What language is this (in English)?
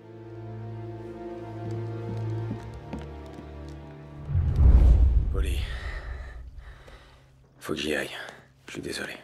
French